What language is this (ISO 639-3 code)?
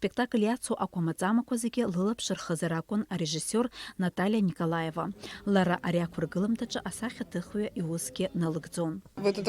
abk